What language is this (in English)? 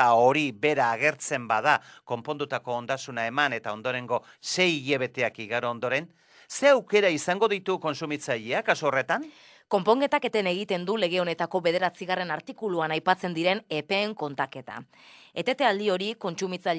Basque